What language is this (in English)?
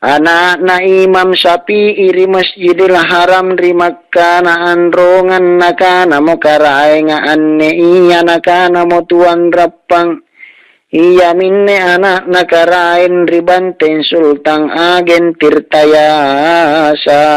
Makasar